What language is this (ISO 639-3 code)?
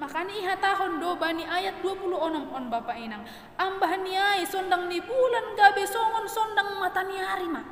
bts